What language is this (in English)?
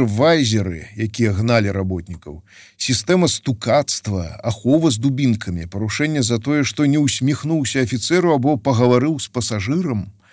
Belarusian